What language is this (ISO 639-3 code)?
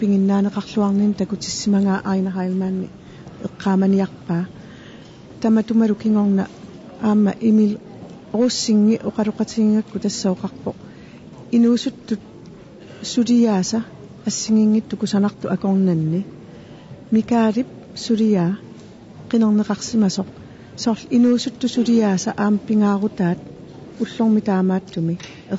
kal